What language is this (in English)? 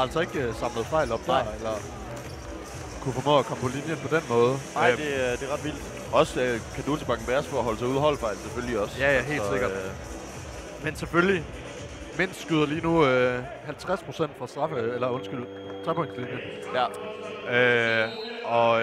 Danish